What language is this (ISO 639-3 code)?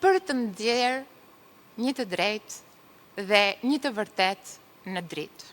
sqi